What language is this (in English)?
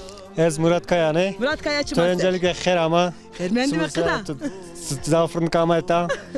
Zaza